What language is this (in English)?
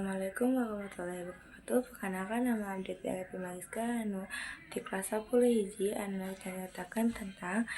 Sundanese